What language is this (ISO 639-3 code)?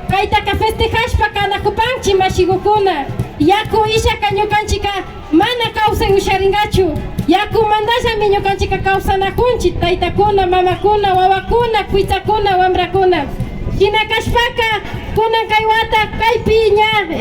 qvi